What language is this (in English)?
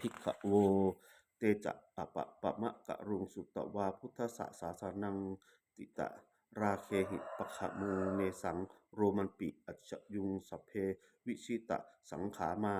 Pali